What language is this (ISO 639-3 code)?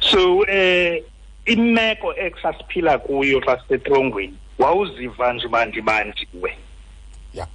xho